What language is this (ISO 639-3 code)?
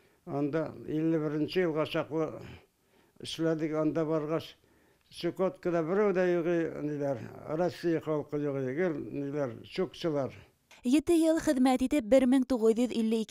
bak